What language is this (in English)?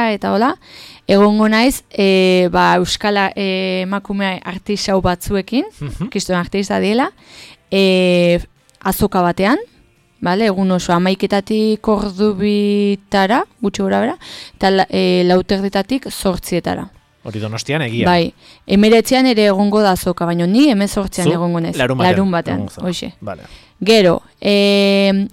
Basque